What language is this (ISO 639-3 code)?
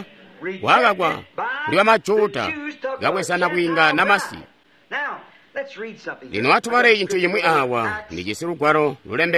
toi